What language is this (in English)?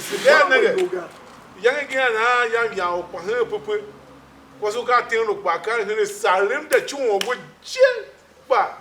Tiv